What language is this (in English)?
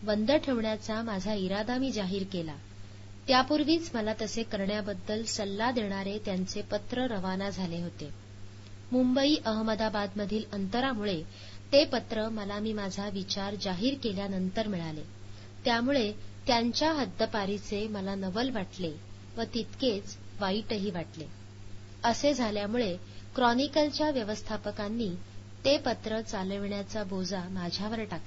Marathi